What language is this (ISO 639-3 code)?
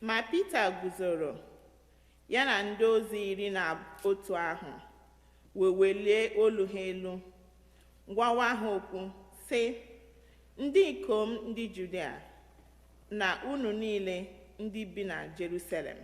ibo